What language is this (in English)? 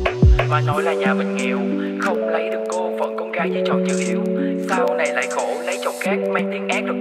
Vietnamese